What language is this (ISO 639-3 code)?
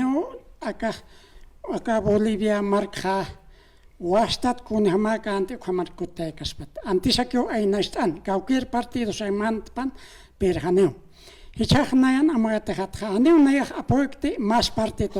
aym